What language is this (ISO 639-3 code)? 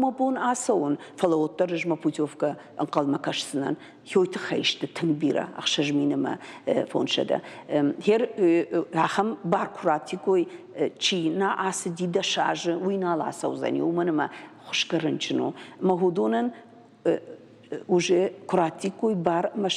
oss